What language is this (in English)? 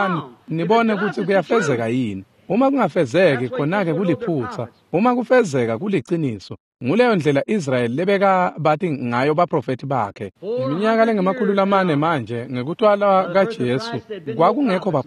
Swati